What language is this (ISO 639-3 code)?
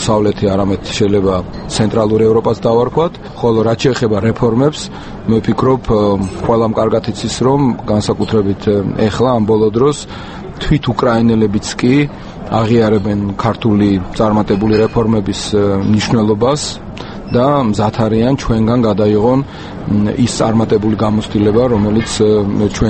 kat